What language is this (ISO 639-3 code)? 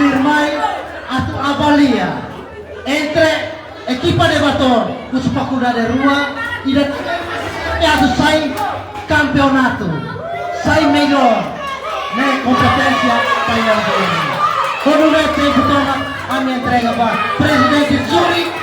tet